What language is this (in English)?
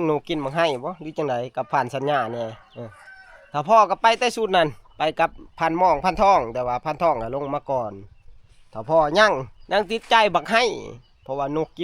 Northeastern Thai